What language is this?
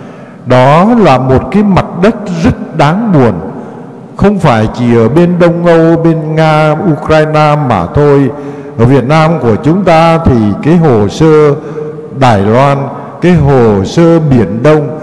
Vietnamese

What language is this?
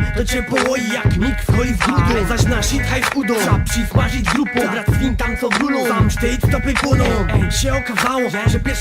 Silesian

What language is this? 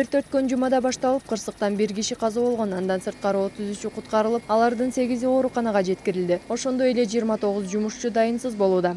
Kyrgyz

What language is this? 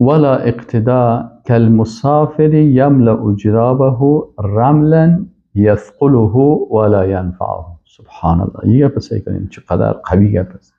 Persian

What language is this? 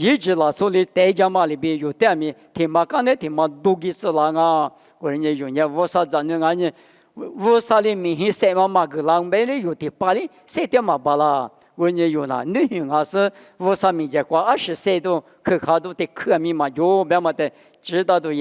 Lisu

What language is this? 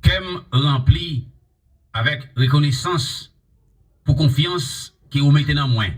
Haitian Creole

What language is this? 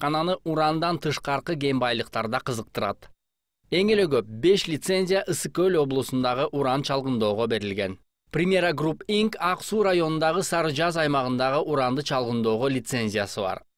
Kyrgyz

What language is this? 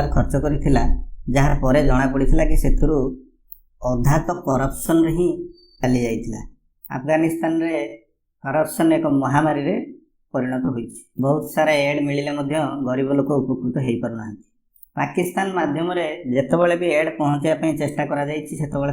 Odia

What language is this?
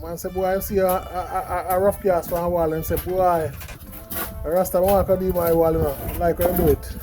Jamaican Creole English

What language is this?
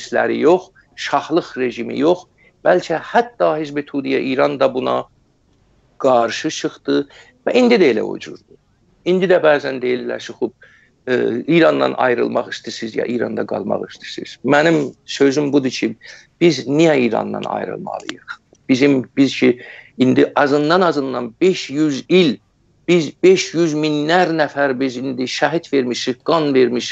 South Azerbaijani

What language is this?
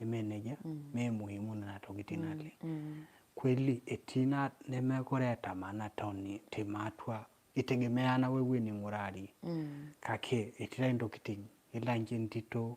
Masai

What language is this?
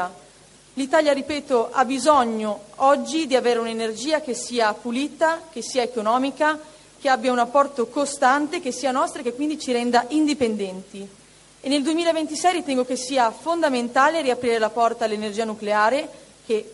Italian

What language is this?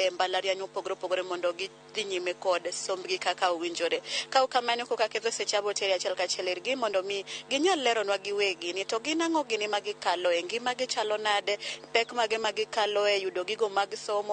Luo (Kenya and Tanzania)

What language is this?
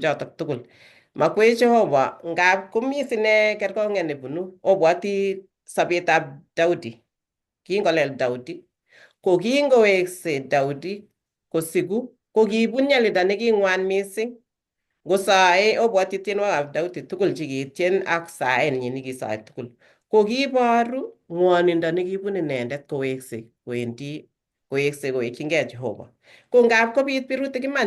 Kalenjin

